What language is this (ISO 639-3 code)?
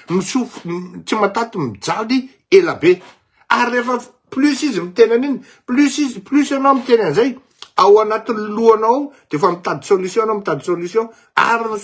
mlg